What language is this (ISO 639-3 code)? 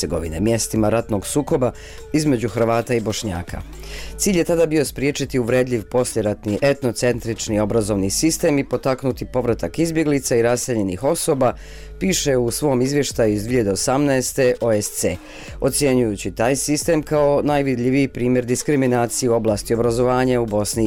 bos